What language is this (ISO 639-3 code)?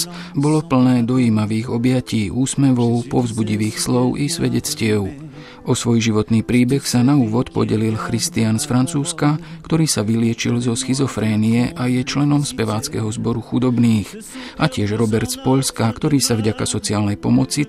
slk